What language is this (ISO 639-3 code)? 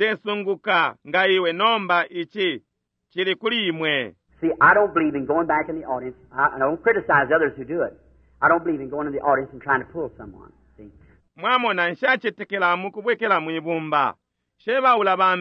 bem